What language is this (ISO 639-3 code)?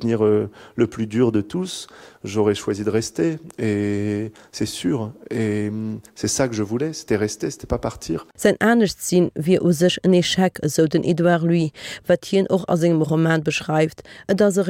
ltz